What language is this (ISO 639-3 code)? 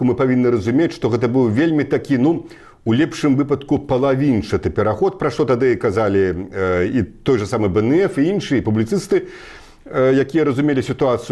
bel